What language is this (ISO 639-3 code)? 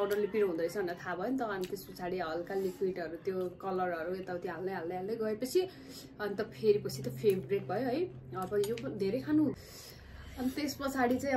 nep